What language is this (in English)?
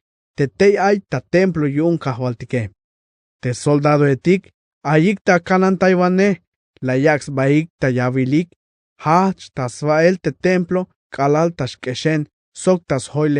Tzeltal